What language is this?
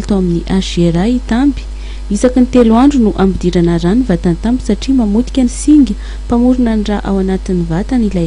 Malagasy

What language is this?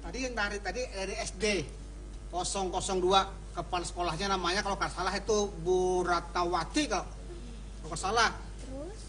Banjar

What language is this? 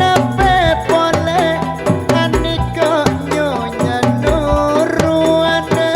Madurese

